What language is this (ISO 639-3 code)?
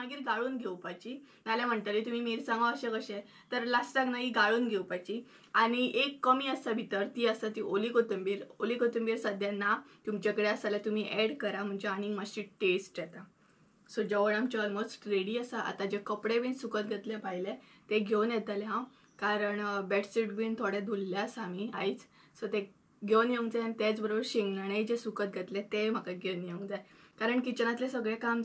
kok